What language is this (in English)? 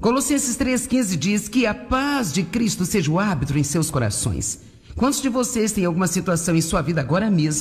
Portuguese